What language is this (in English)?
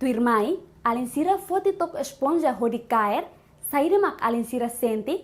Tetum